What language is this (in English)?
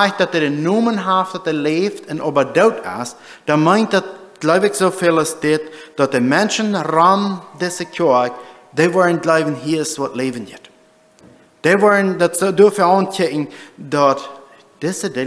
Plautdietsch